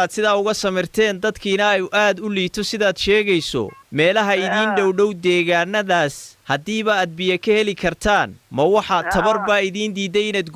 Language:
Somali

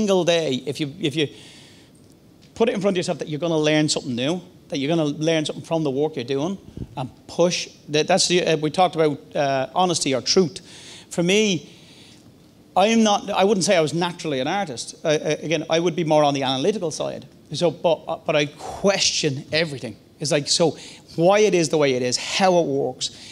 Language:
English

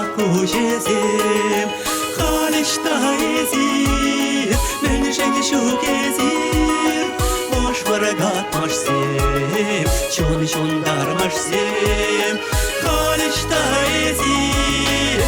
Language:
Chuvash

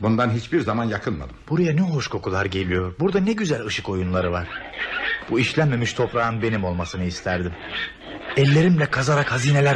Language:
Turkish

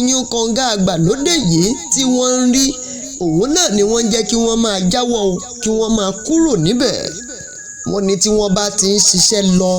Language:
Yoruba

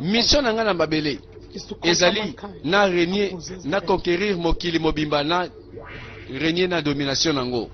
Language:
Lingala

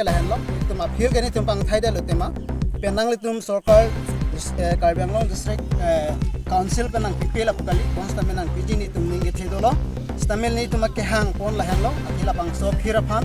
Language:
Karbi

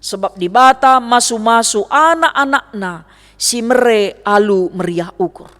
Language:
Batak Karo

